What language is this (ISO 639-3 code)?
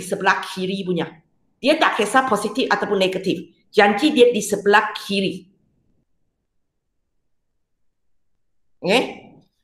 msa